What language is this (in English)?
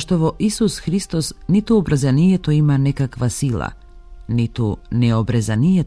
Macedonian